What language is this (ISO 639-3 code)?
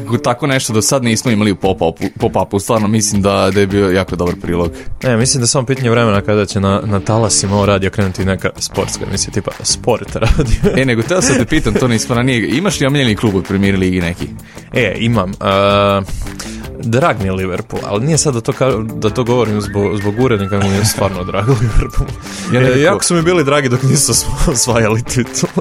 srp